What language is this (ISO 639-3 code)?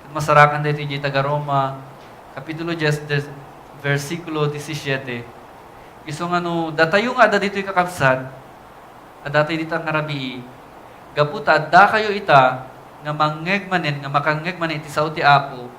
ilo